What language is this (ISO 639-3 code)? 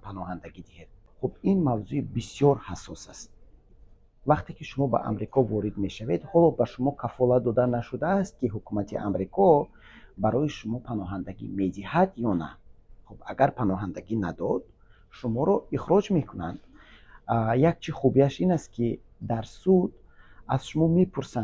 tgk